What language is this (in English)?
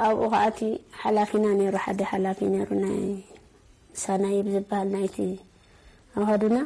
Tigrinya